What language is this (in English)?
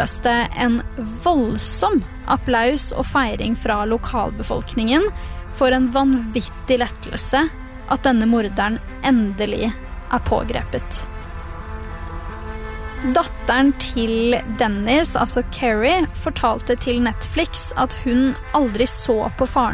Norwegian